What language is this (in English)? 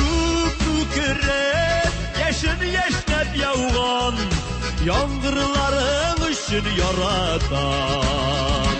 Tatar